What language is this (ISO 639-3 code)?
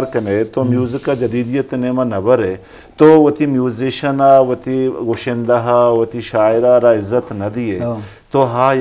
bgp